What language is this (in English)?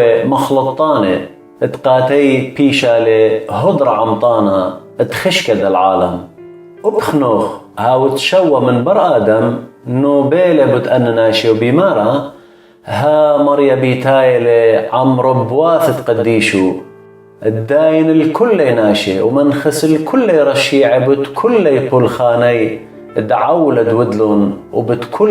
Assyrian Neo-Aramaic